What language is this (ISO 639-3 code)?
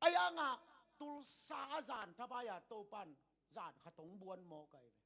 ctd